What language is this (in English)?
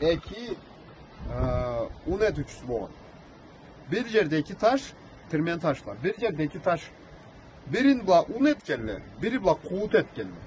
Karachay-Balkar